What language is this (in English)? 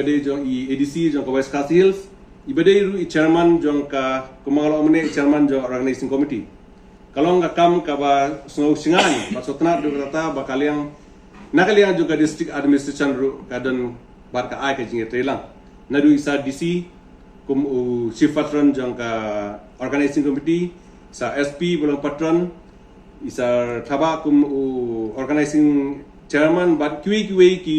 Khasi